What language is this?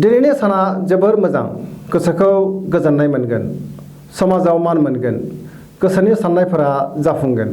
Bodo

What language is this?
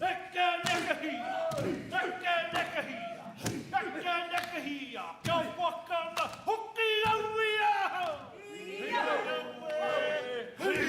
Māori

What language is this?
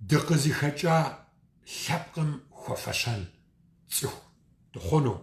Kabardian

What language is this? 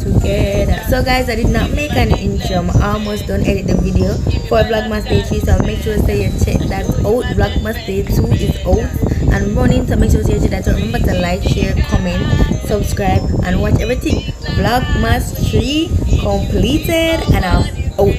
Jamaican Creole English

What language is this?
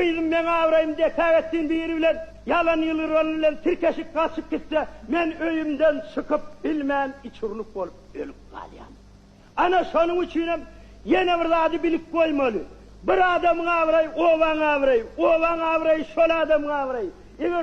Turkmen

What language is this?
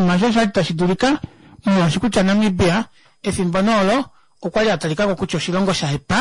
Kuanyama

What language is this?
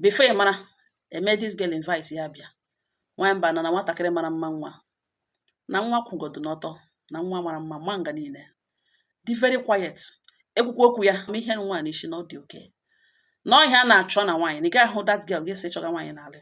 Igbo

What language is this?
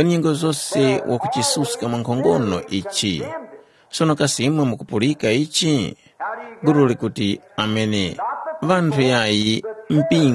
Tumbuka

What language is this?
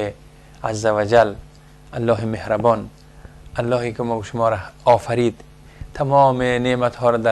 Persian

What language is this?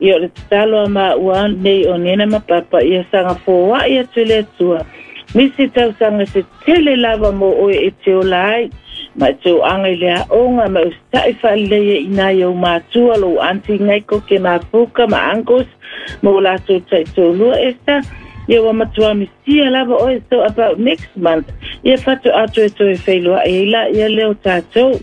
Samoan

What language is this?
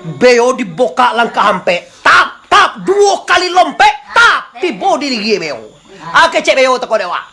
Minangkabau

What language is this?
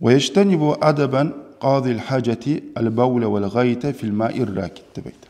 Kumyk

